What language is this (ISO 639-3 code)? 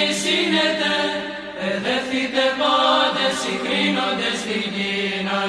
ell